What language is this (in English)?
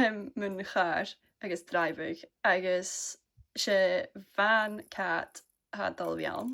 Scottish Gaelic